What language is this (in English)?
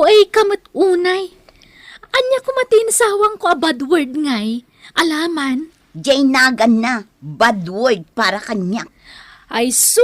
Iloko